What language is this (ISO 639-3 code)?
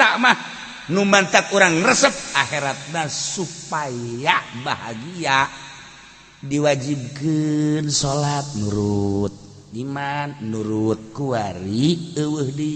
sun